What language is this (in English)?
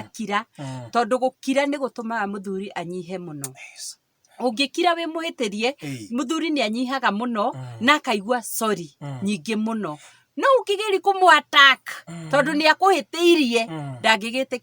Kikuyu